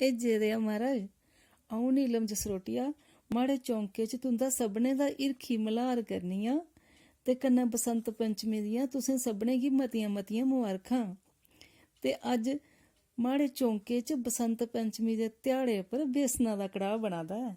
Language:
Dogri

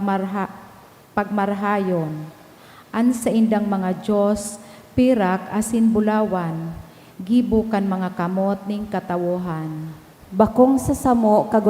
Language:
Bikol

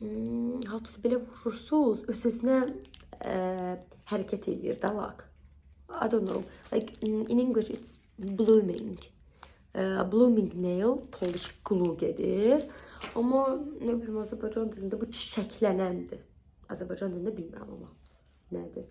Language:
Azerbaijani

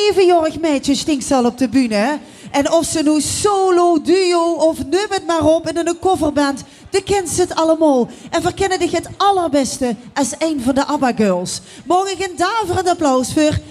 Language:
Limburgish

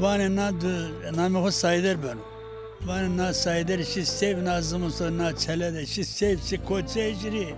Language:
Zaza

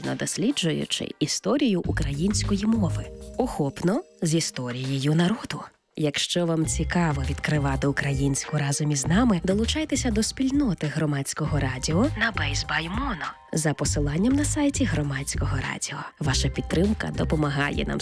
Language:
Ukrainian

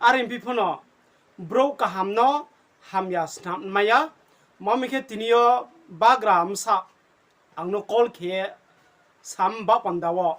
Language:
Riang (India)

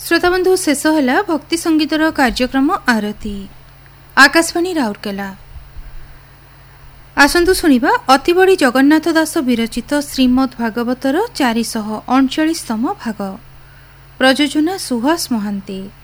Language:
Odia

